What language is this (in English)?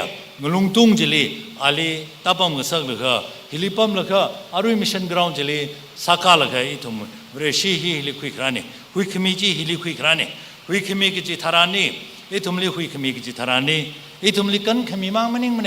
Tangkhul Naga (India)